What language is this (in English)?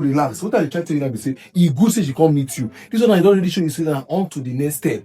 Nigerian Pidgin